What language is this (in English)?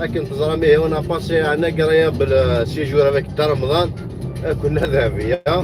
Kabyle